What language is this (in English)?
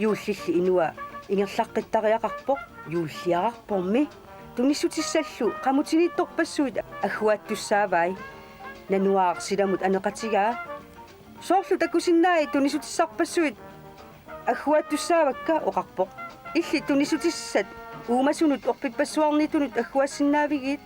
Kalaallisut